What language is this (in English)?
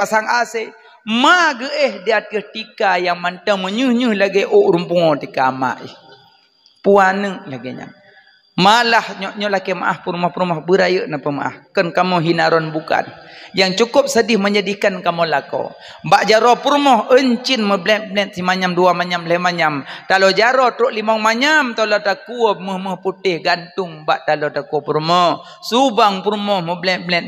Achinese